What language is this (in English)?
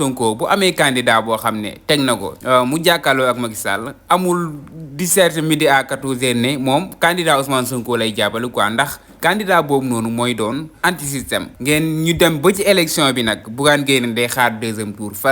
Wolof